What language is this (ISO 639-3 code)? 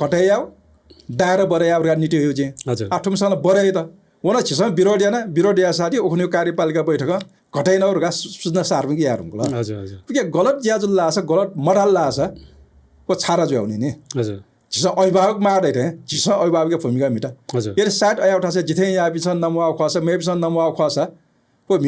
new